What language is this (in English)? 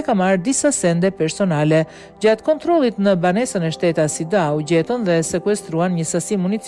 Albanian